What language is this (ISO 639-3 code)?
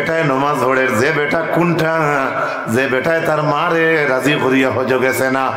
syl